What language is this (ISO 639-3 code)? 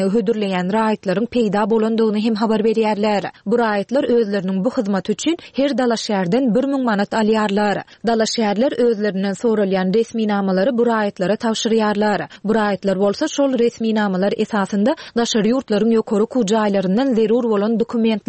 tuk